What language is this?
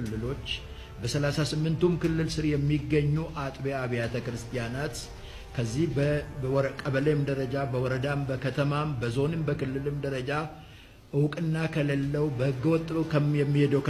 Amharic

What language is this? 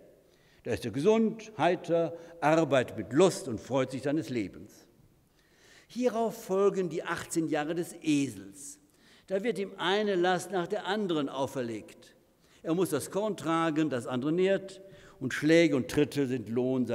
German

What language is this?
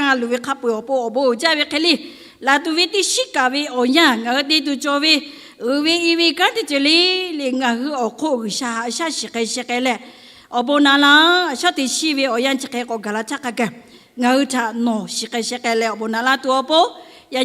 Lahu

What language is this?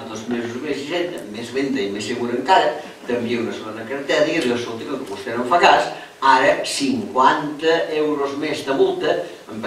Catalan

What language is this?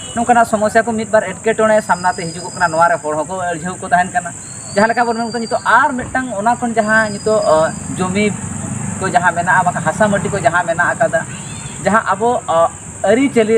Santali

